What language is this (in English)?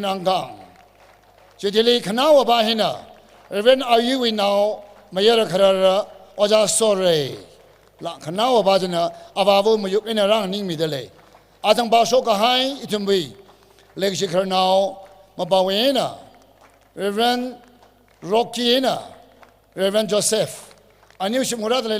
Tangkhul Naga (India)